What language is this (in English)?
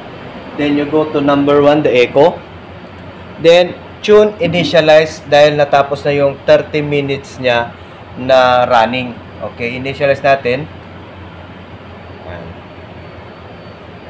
Filipino